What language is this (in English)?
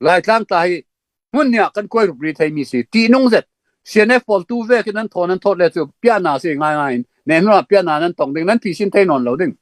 Falam Chin